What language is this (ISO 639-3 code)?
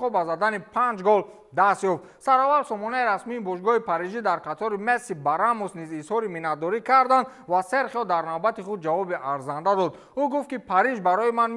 tgk